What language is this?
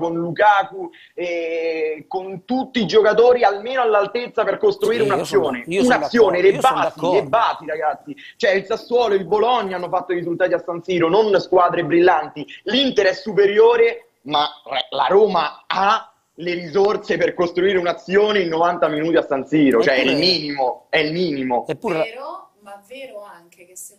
Italian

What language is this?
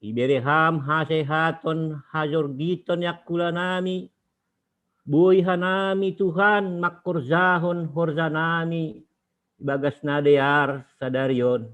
Batak Simalungun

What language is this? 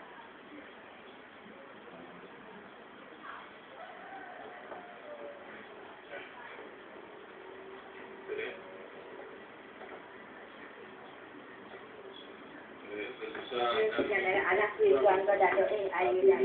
Malay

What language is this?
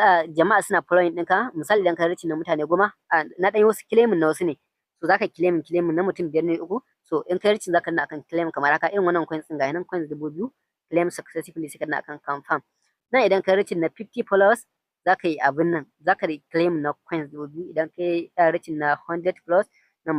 Hausa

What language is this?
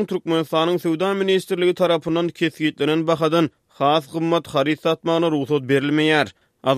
Turkmen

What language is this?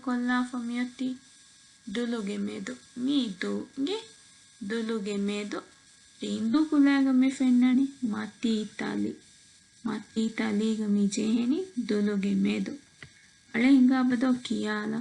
Divehi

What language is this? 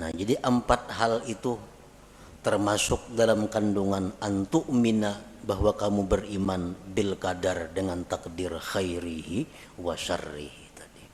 Banjar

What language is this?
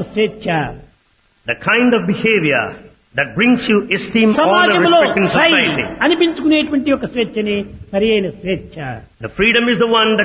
Telugu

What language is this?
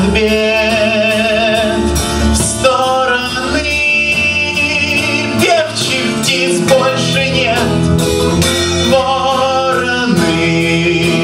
Russian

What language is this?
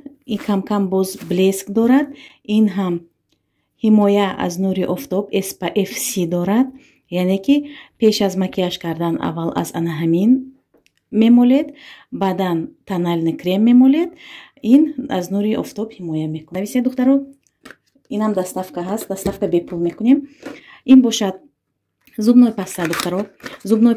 Tajik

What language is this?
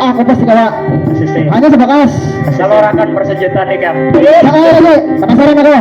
Banjar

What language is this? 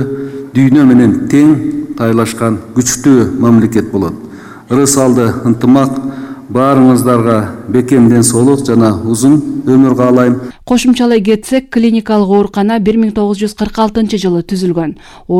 Kyrgyz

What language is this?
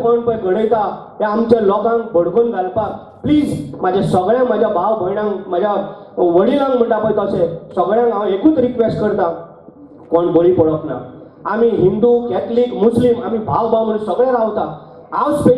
Konkani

